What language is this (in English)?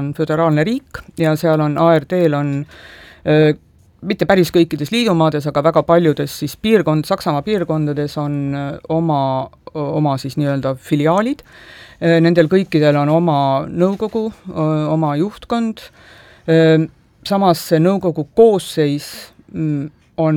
Estonian